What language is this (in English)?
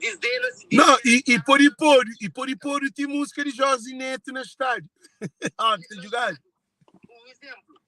Kabuverdianu